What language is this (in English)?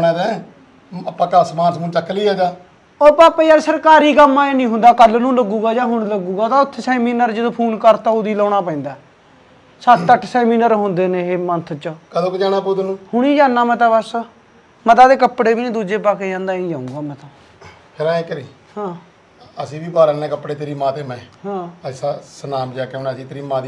Punjabi